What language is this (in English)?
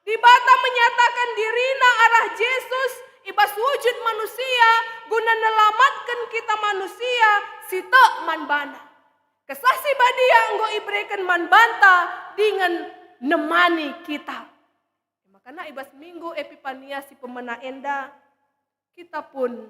Batak Karo